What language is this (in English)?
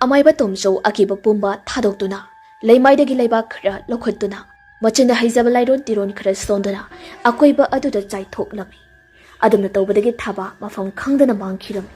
Manipuri